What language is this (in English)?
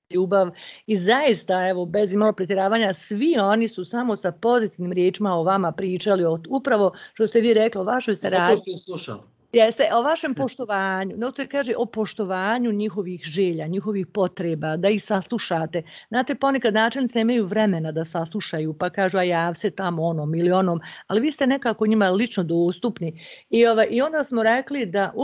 Bosnian